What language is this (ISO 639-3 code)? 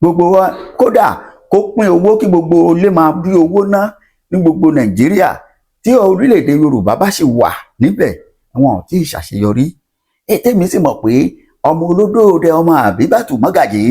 yor